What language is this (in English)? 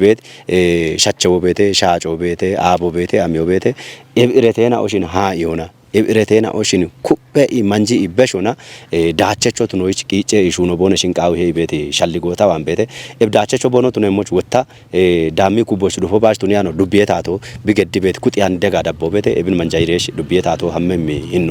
Kafa